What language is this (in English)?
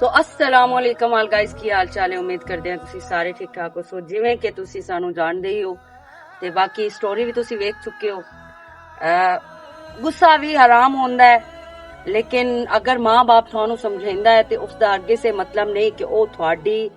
Western Panjabi